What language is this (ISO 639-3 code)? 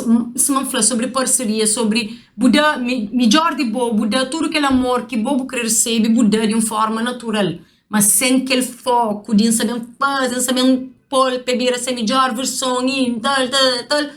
kea